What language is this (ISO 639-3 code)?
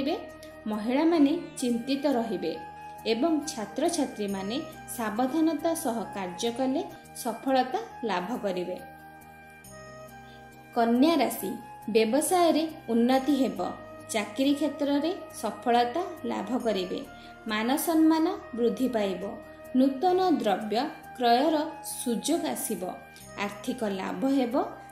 ori